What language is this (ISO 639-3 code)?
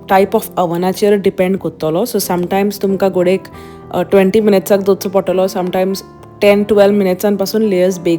kok